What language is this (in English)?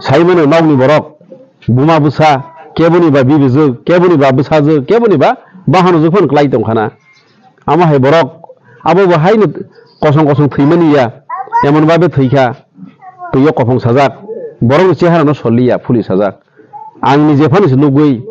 Kok Borok